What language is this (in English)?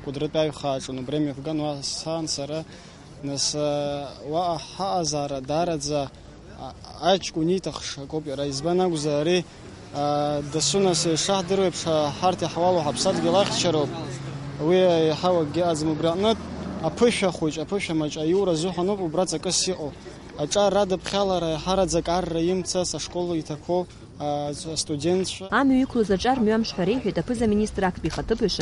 Abkhazian